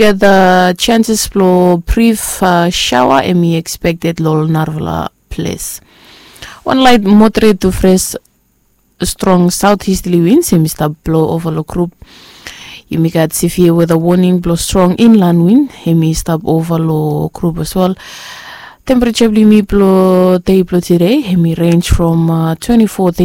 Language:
Bislama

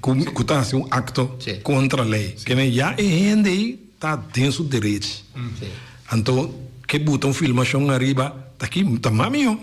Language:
Papiamento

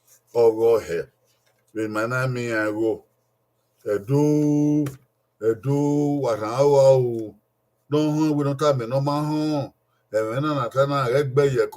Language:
Bini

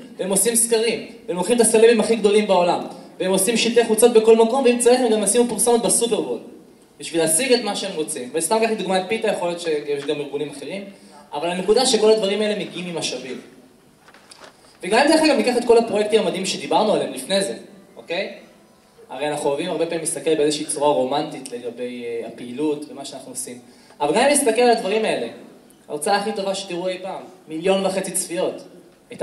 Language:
Hebrew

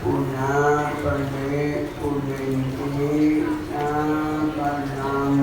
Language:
Pali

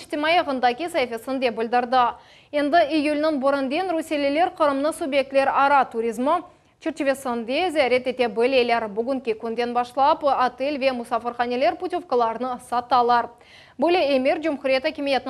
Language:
Crimean Tatar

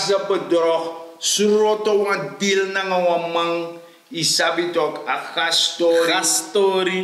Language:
Sranan Tongo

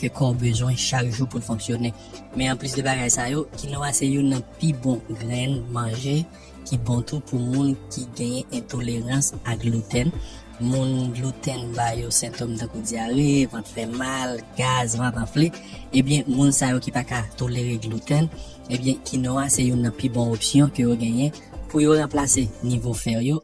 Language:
Haitian Creole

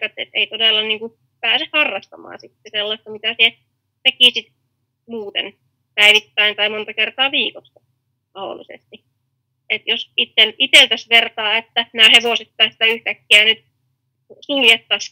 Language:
Finnish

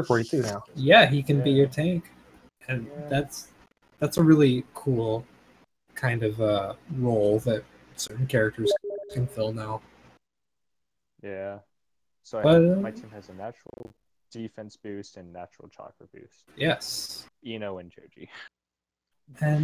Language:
English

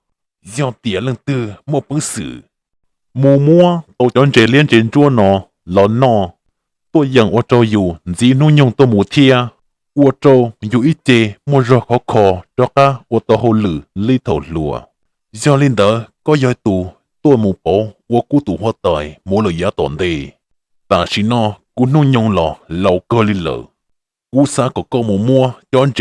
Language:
Hmong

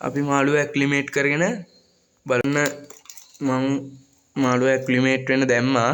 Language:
Sinhala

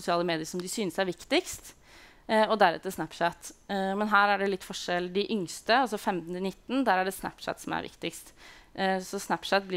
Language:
Norwegian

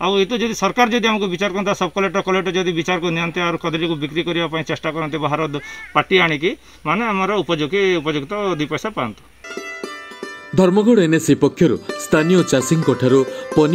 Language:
Odia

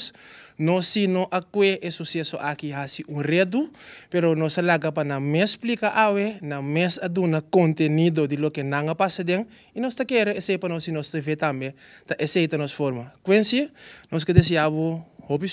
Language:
Papiamento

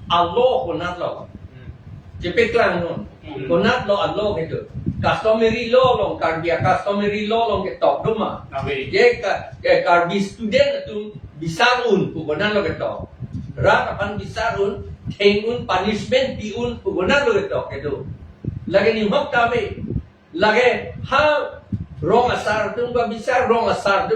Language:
Karbi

